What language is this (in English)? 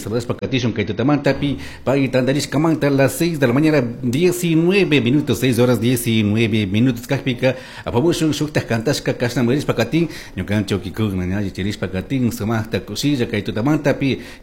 Chimborazo Highland Quichua